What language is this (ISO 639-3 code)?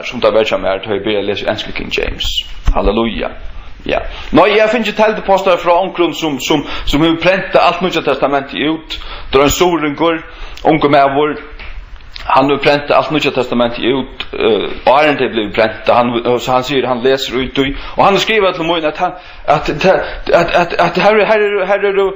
fao